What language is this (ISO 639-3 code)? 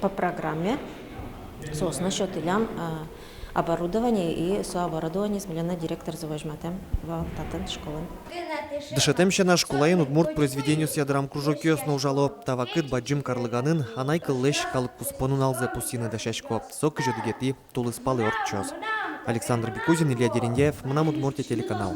udm